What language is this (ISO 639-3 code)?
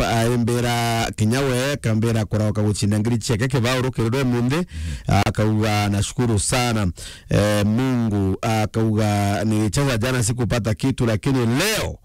mer